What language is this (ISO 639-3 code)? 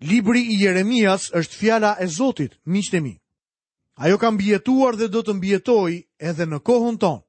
sqi